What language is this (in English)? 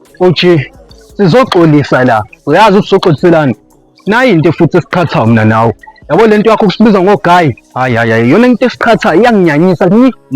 Zulu